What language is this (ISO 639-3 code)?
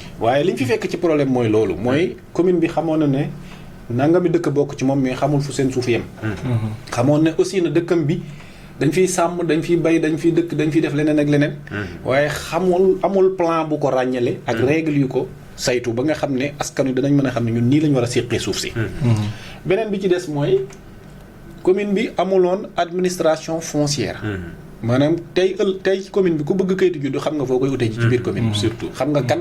wol